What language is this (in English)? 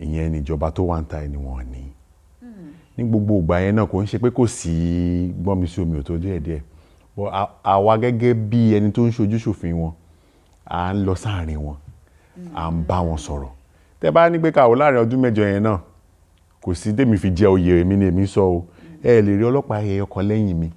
Yoruba